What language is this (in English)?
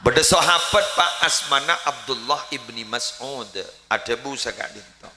Madurese